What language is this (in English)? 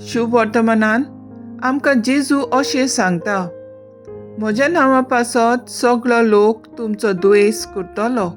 Konkani